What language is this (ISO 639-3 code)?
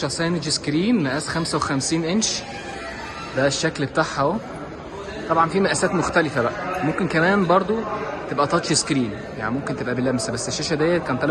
arz